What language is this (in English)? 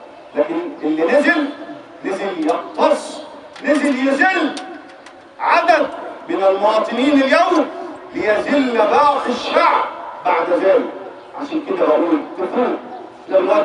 Egyptian Arabic